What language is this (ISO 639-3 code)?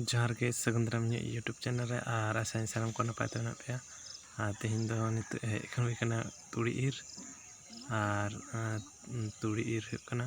sat